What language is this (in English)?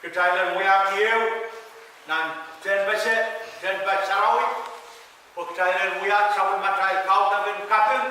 Pohnpeian